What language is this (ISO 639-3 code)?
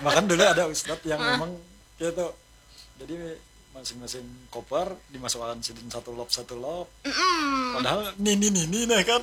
bjn